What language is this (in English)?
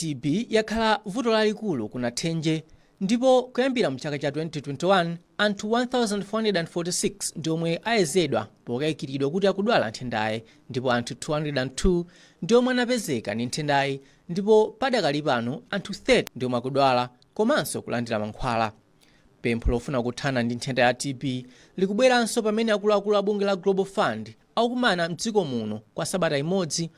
Nyanja